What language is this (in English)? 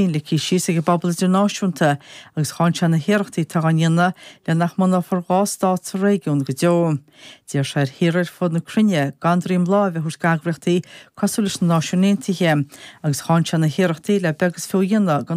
Irish